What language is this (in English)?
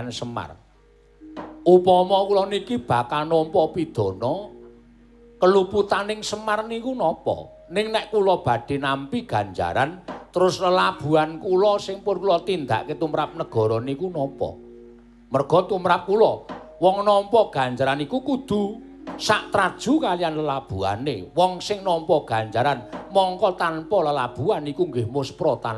Javanese